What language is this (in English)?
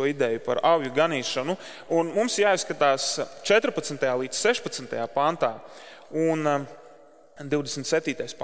Latvian